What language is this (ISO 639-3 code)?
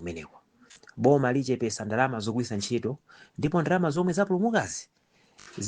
nya